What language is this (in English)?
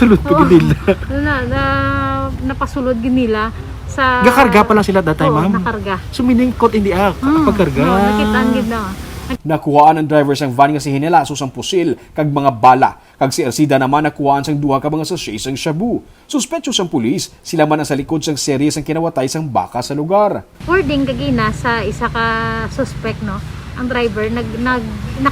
Hiligaynon